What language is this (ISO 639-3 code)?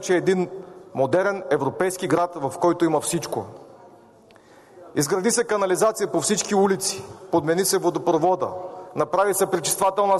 bul